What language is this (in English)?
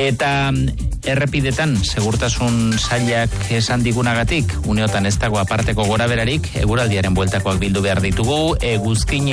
Basque